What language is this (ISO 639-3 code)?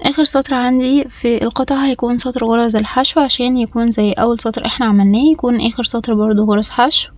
arz